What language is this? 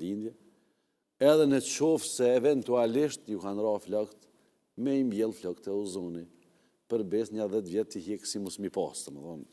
Albanian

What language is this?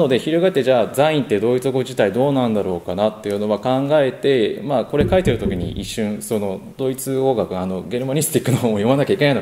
Japanese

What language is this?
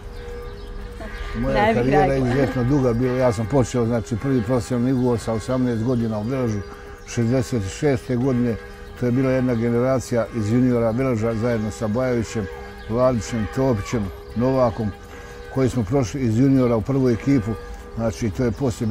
Bosnian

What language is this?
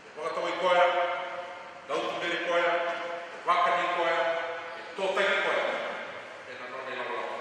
Fijian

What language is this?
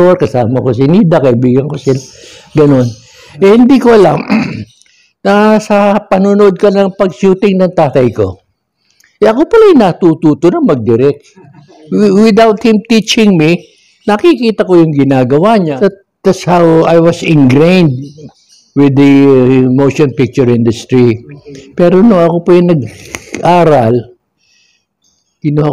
Filipino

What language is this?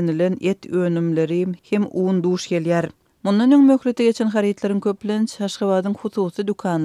Turkmen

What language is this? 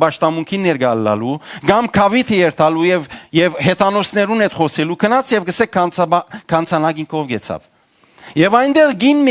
Western Armenian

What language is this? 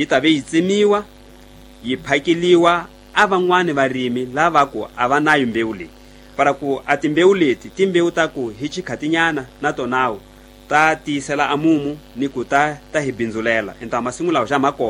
Tsonga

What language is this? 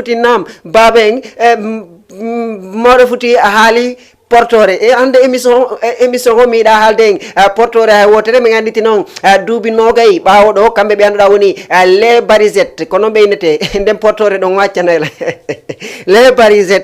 Fula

